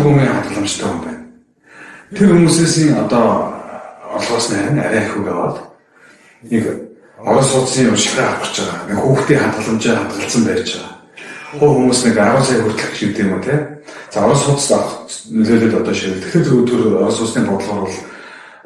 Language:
Mongolian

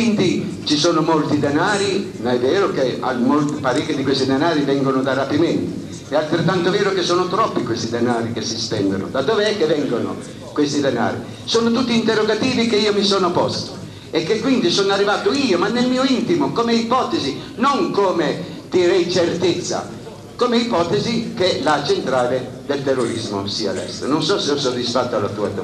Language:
Italian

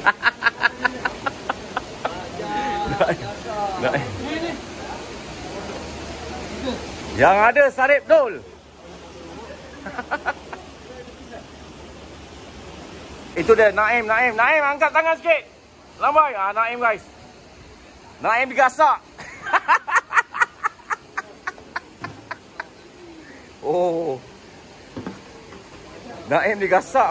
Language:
Malay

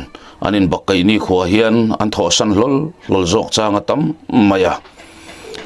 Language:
Mizo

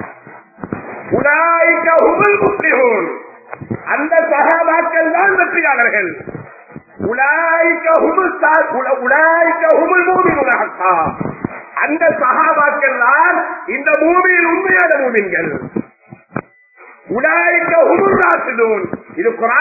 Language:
Tamil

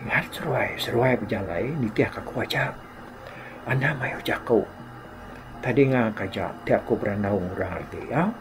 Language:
Iban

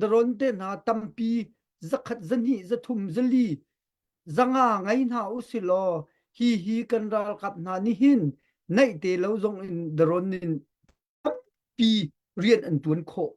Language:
Hakha Chin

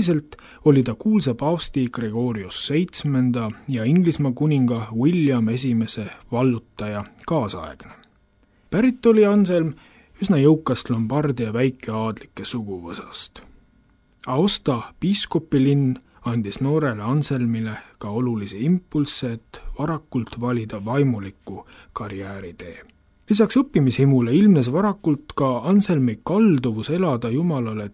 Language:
Estonian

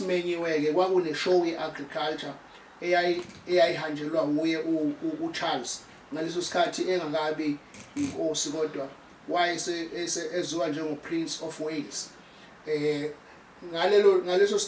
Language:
Zulu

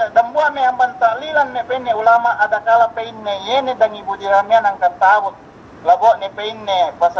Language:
Yakan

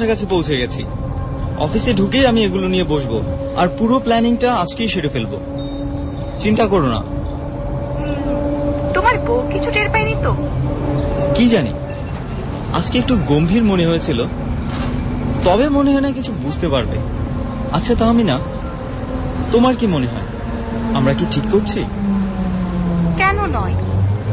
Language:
Bangla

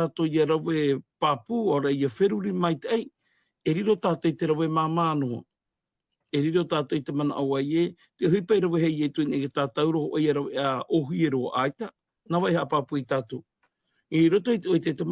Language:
Tahitian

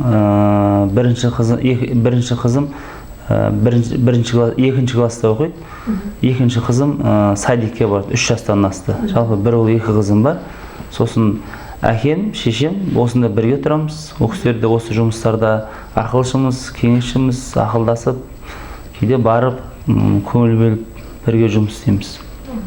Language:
Kazakh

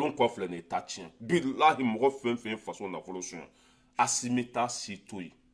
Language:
Bambara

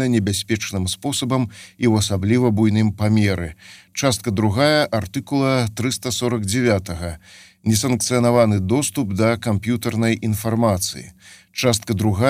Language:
Belarusian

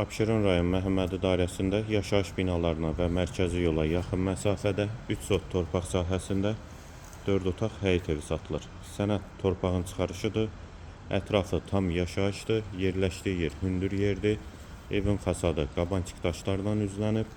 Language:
Azerbaijani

